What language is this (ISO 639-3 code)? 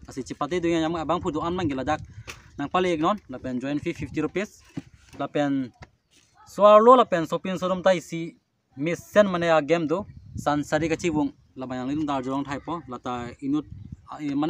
mjw